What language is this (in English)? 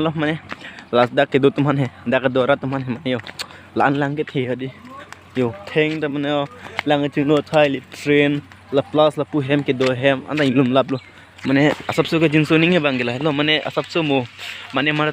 Karbi